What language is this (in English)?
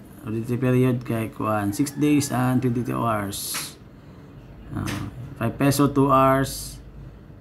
Cebuano